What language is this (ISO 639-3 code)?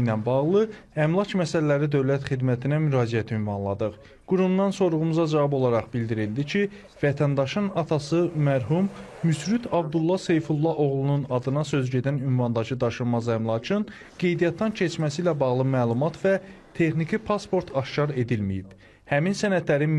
aze